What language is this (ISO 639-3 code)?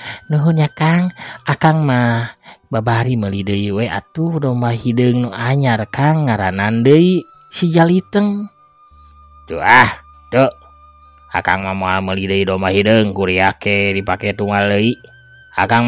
sun